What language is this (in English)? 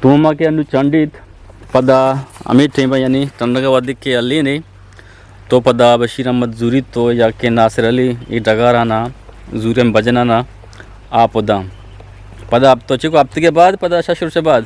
Eastern Balochi